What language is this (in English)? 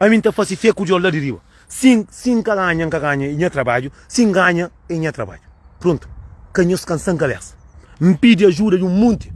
Kabuverdianu